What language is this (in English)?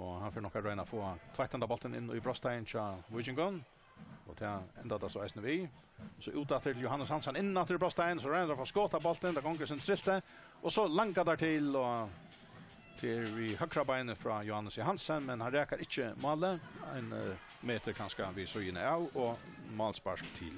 Faroese